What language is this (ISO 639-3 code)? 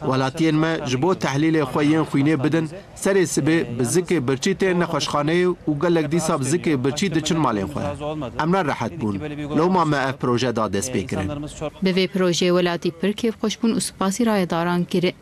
kur